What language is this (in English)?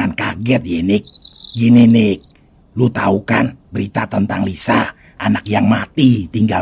Betawi